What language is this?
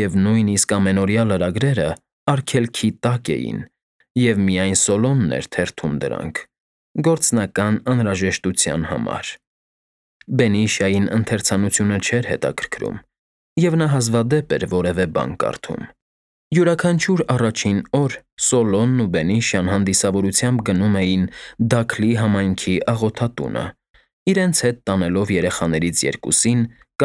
Armenian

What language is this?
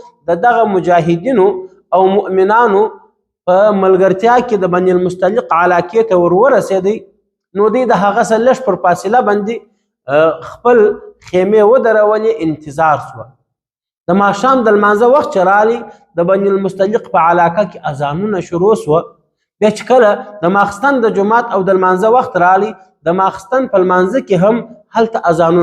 Pashto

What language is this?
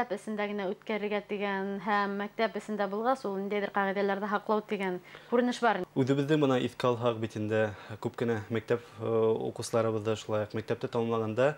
Bashkir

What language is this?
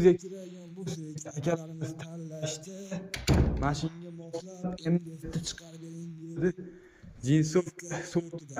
Uzbek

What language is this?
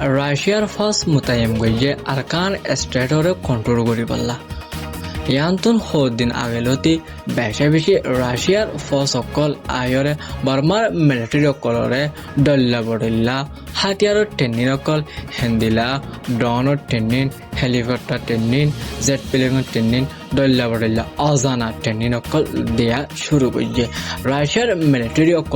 Rohingya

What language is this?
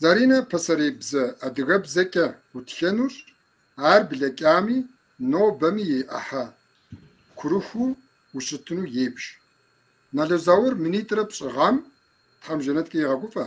Kabardian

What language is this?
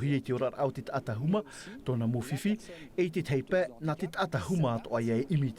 Tahitian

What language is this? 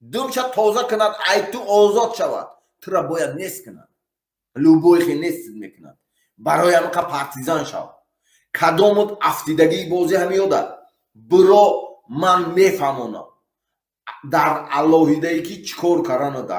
Tajik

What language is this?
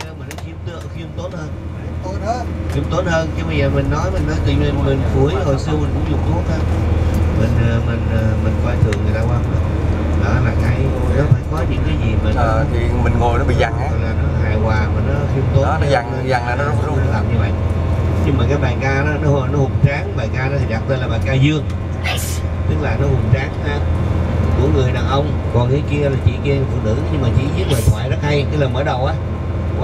Vietnamese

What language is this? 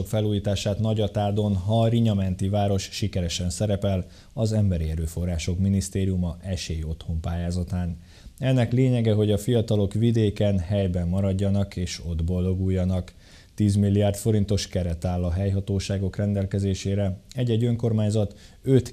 Hungarian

